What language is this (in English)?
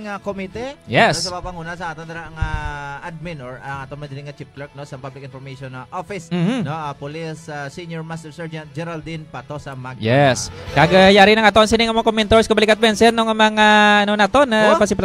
Hiligaynon